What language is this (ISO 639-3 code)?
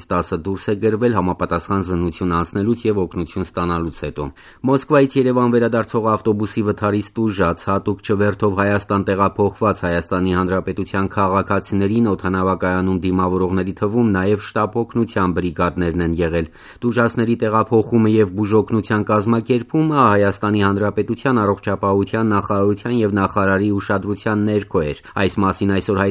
hye